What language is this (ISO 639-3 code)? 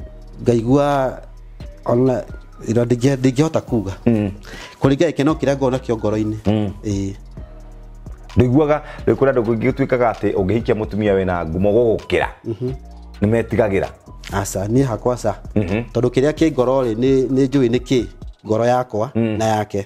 kik